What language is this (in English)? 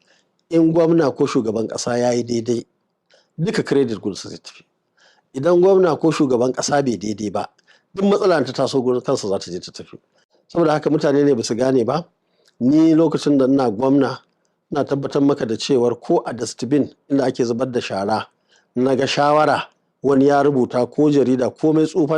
Hausa